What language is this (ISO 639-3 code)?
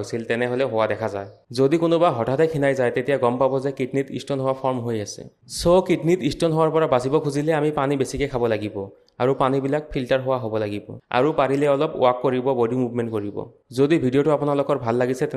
asm